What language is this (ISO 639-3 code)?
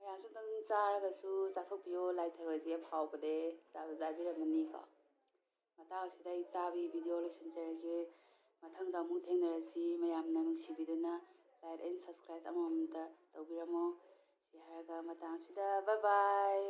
mni